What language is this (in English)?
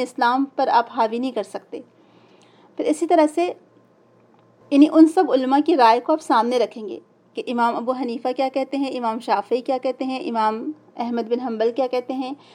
Urdu